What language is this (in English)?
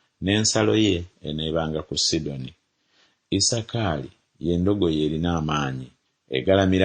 Ganda